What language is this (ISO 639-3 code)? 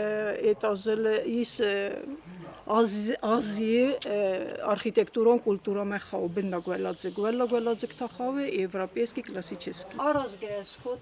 oss